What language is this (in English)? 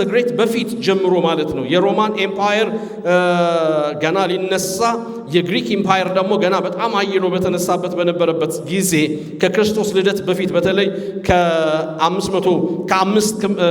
Amharic